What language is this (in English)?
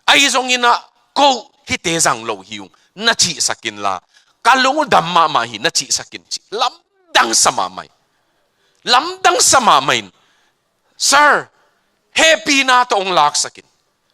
Tedim Chin